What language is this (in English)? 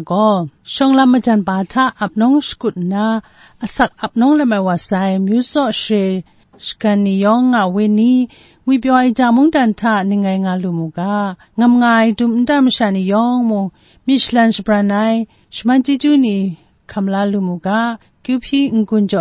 Kachin